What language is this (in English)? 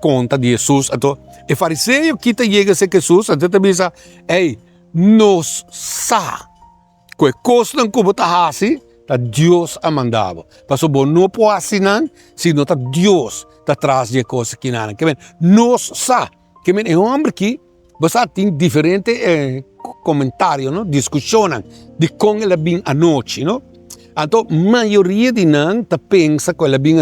Papiamento